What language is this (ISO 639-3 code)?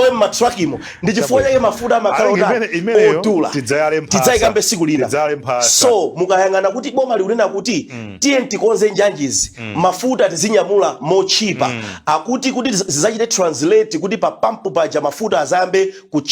nya